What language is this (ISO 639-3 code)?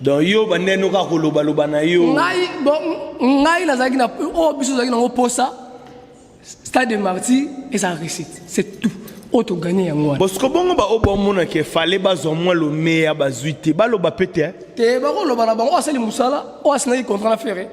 lin